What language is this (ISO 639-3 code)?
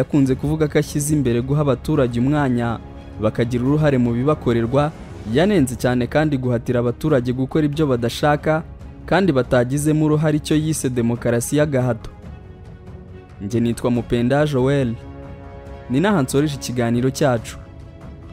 kin